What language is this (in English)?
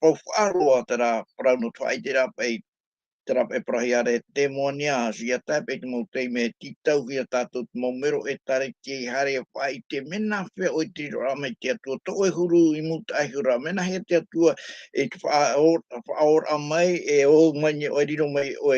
Tahitian